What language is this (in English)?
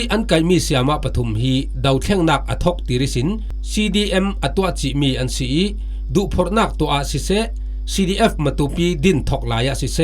Falam Chin